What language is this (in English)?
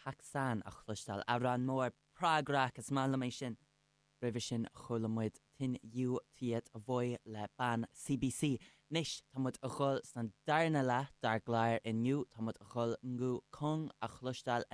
Irish